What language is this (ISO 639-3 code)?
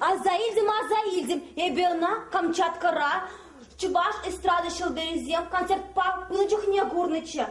chv